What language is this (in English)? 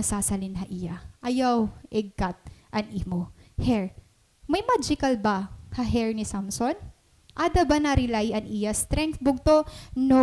Waray